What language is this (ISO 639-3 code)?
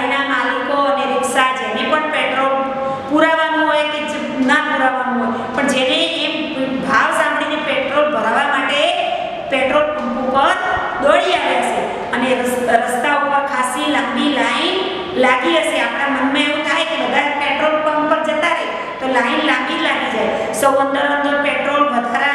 guj